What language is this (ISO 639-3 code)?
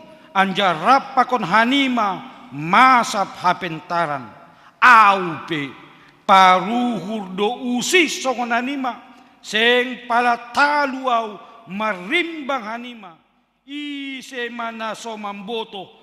bts